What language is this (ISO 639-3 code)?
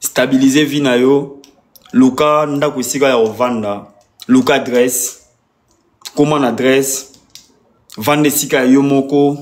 lin